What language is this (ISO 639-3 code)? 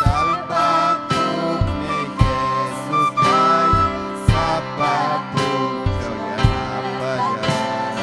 quy